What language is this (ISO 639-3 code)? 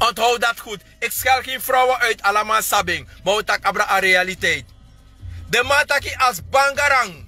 srn